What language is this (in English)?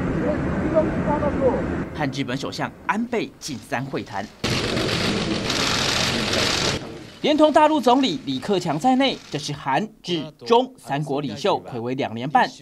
Chinese